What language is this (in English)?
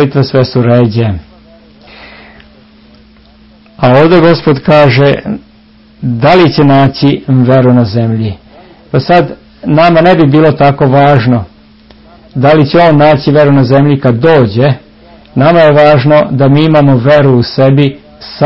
Serbian